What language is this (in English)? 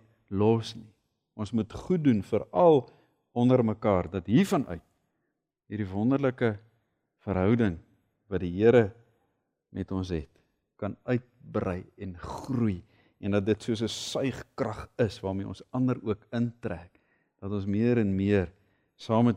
Afrikaans